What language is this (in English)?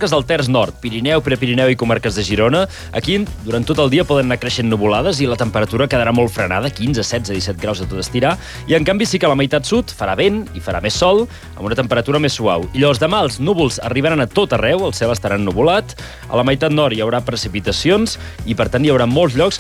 Catalan